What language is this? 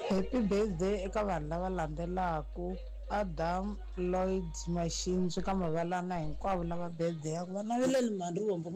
Tsonga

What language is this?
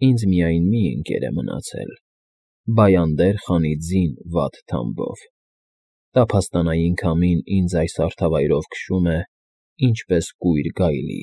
Armenian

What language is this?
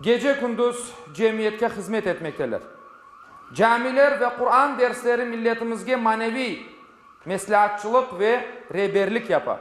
Crimean Tatar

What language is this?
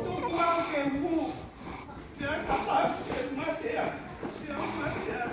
Tongan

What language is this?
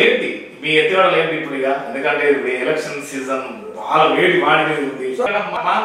Telugu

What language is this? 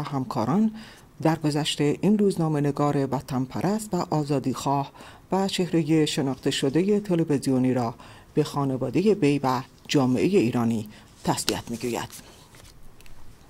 Persian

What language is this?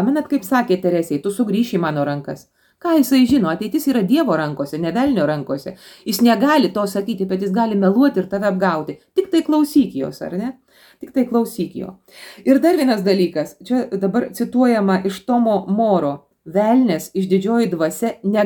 Lithuanian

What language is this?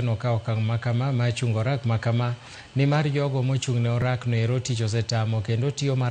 Luo (Kenya and Tanzania)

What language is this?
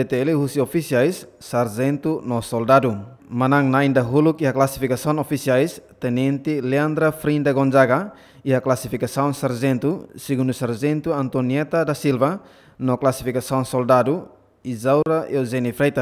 Tetum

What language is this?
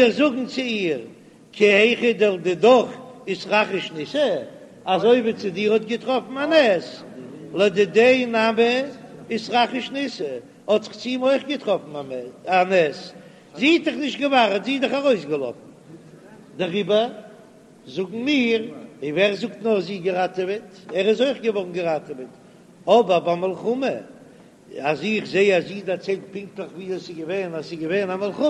Yiddish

